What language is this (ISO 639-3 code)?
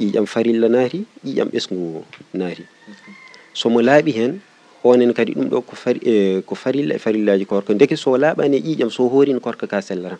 ful